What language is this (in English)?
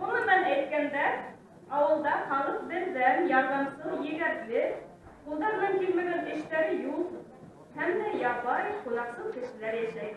Bashkir